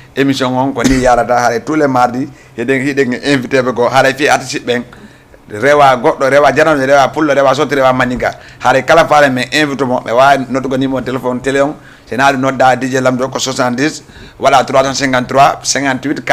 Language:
Fula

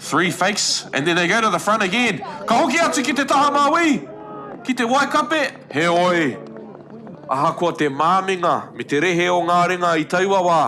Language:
Māori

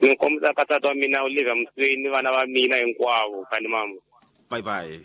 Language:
Tsonga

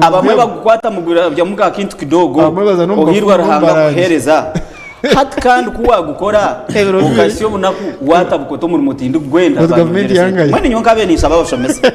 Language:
Nyankole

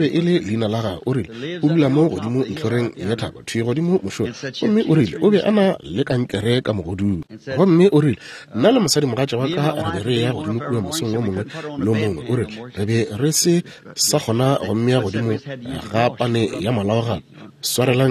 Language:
Northern Sotho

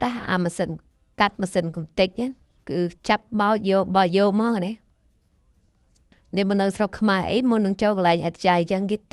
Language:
Khmer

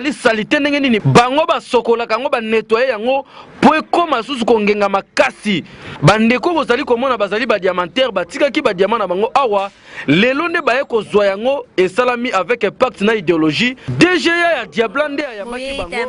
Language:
Lingala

